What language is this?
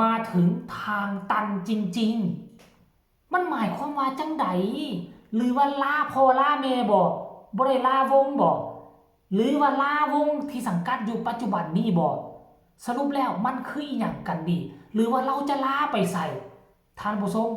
Northeastern Thai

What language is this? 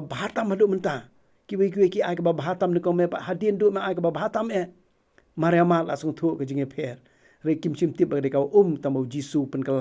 Khasi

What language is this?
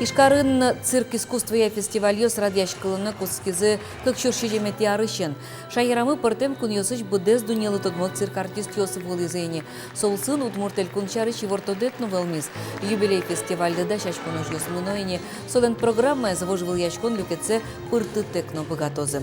Udmurt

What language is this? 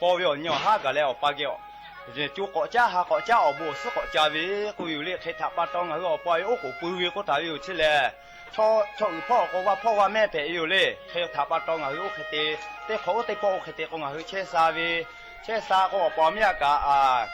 Lahu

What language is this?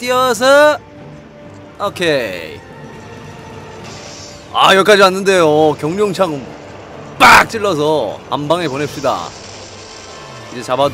Korean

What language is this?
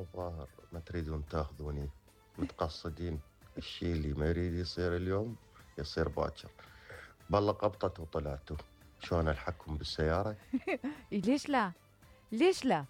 Mesopotamian Arabic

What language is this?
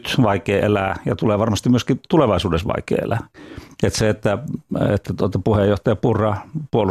Finnish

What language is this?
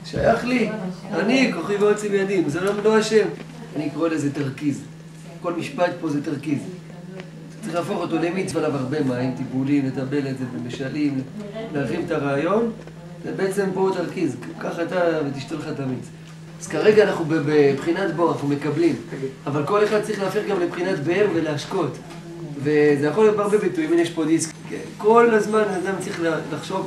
Hebrew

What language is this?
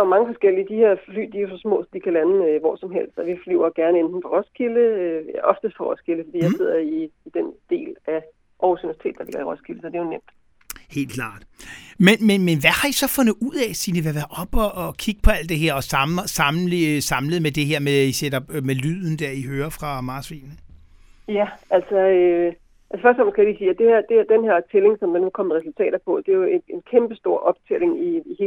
Danish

